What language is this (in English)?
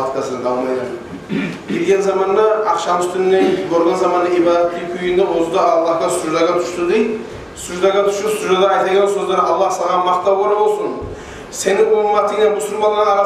Kumyk